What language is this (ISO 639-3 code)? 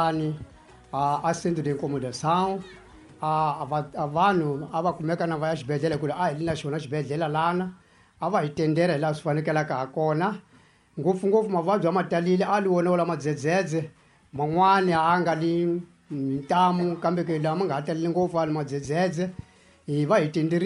tso